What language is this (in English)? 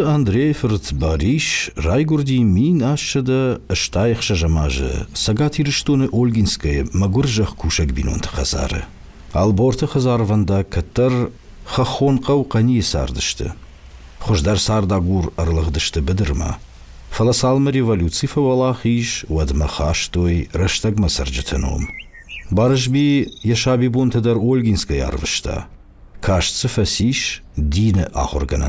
Ossetic